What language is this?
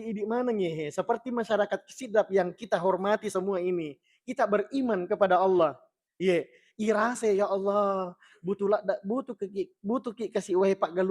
Buginese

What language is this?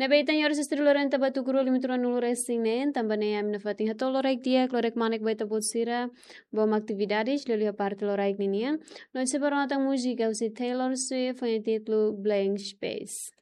Tetum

